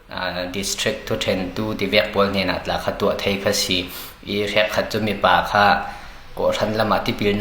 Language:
Falam Chin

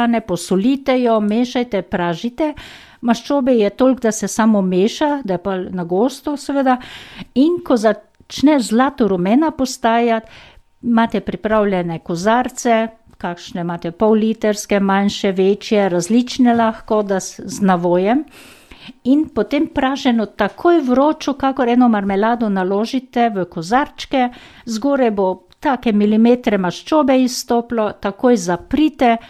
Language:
Slovenian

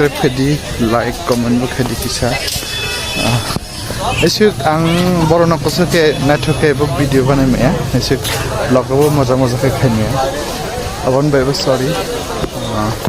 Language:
Kok Borok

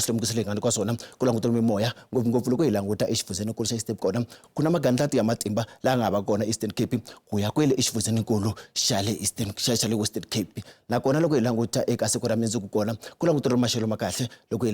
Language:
Tsonga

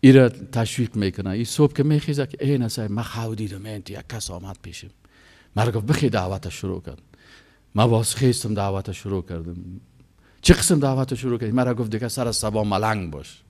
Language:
Persian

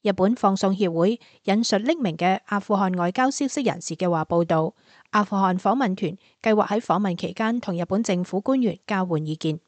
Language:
Cantonese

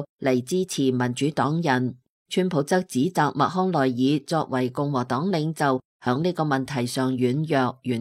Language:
Cantonese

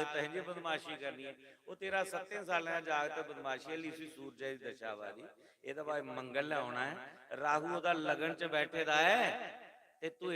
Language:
Dogri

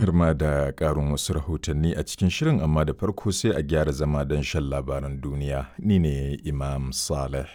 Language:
Hausa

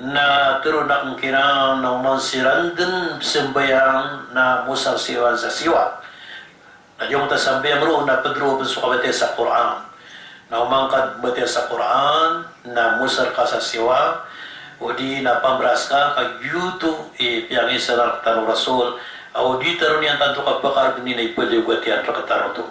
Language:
Maranao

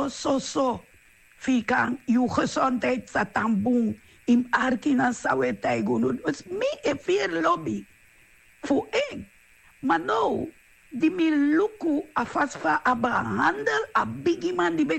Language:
Sranan Tongo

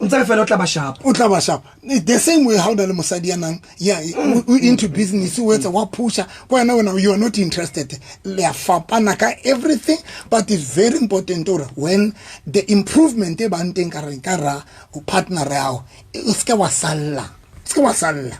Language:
Southern Sotho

